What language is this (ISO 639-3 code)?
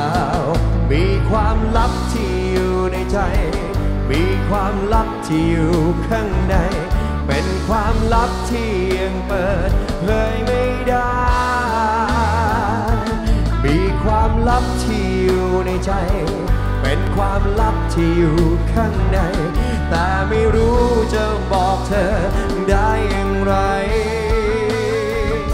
tha